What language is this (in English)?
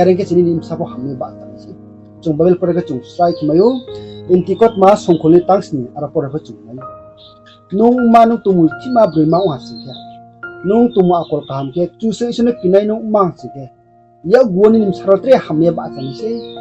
Riang (India)